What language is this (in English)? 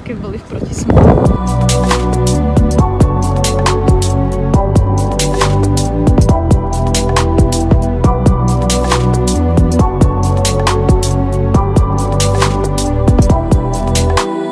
Slovak